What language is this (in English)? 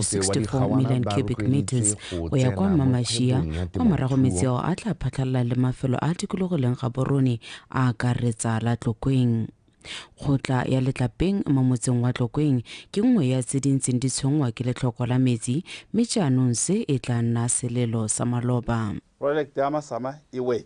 Tswana